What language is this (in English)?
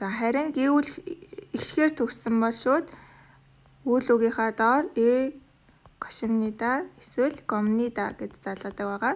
Mongolian